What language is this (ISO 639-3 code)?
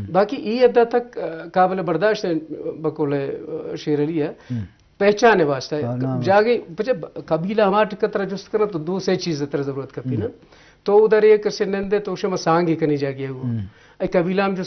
bgp